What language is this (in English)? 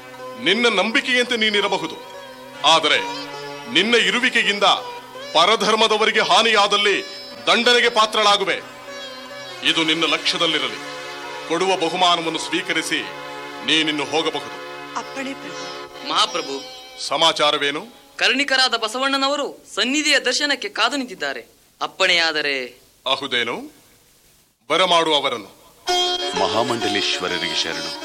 Kannada